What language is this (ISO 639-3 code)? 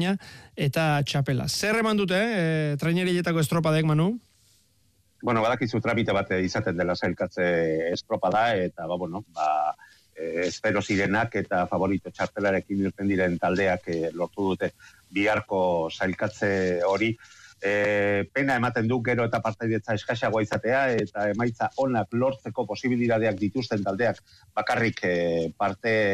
eus